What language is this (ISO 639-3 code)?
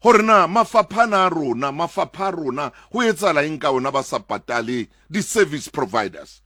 sot